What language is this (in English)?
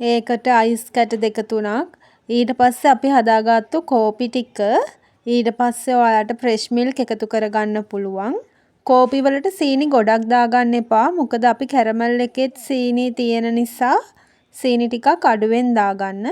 Sinhala